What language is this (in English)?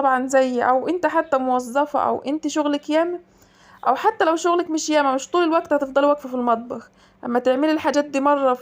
Egyptian Arabic